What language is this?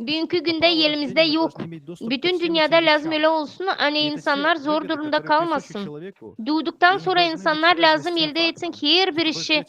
Gagauz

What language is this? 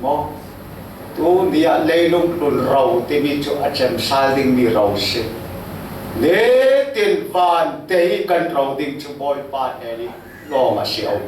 Falam Chin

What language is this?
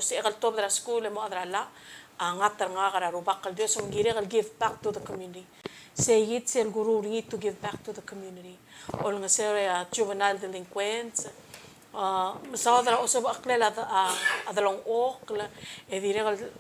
Palauan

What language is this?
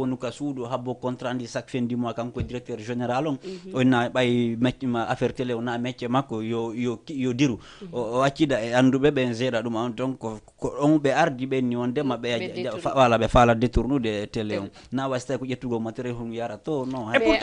Fula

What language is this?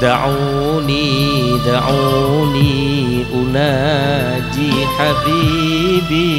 Madurese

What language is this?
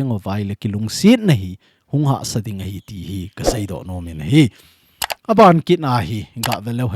Thado Chin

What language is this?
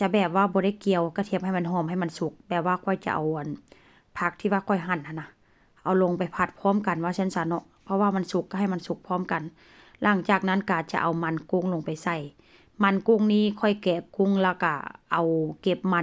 Northeastern Thai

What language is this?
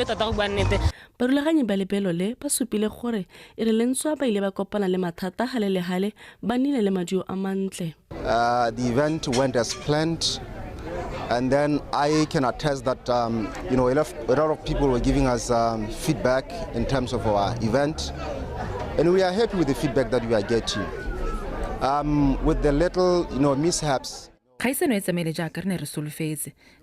Tswana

